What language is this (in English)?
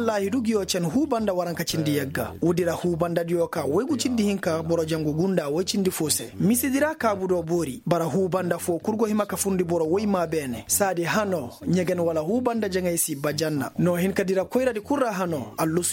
Koyraboro Senni